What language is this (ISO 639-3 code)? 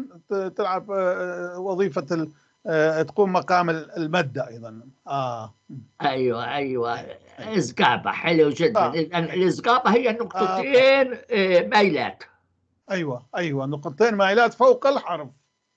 apc